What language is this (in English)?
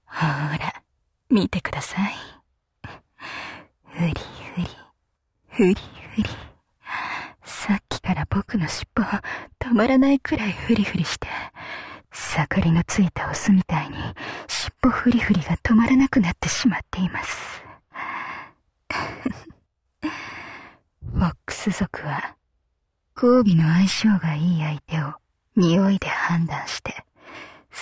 Japanese